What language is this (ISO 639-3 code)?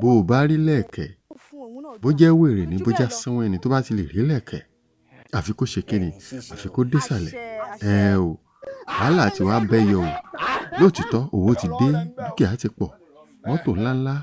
yor